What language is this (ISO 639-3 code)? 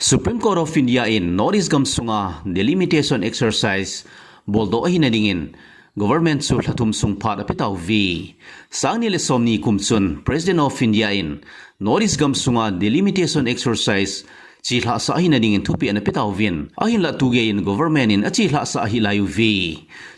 tcz